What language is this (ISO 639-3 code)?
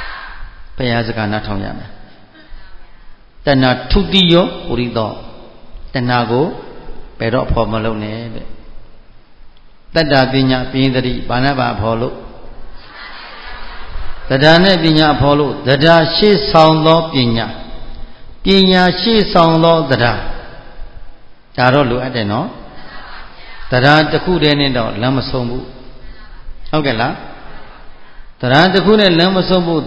mya